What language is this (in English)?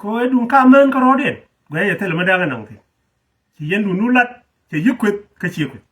Nuer